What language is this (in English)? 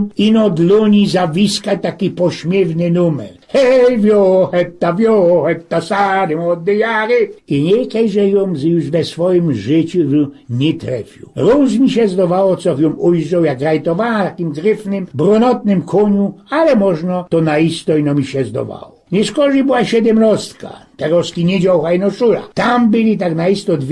Silesian